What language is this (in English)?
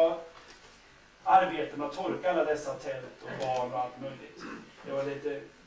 Swedish